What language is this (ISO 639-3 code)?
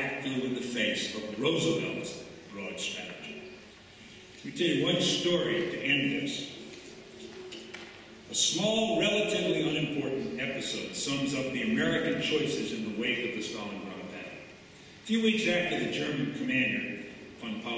eng